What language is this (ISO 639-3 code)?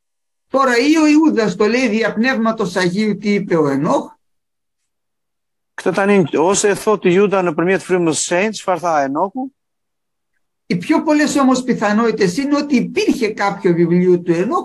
ell